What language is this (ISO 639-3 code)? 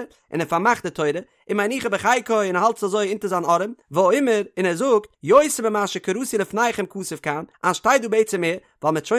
yid